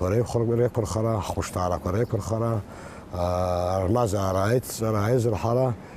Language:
Abkhazian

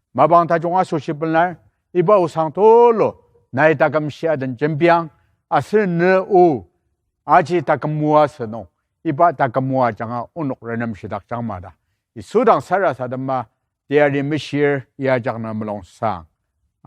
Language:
Ao Naga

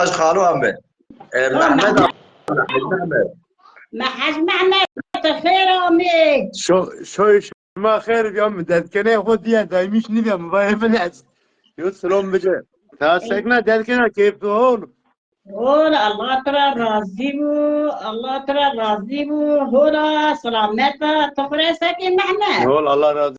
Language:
Zaza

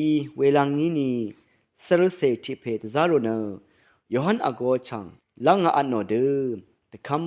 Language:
Rawang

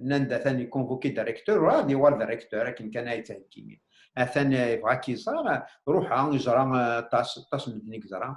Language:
Kabyle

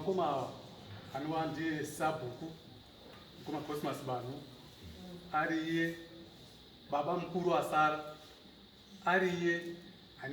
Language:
Shona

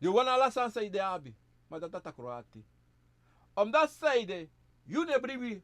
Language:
Sranan Tongo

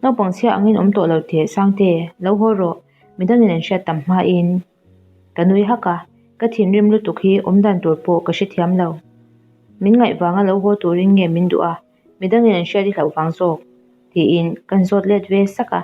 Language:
Mizo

